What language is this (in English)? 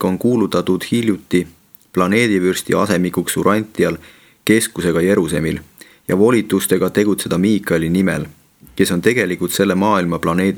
Estonian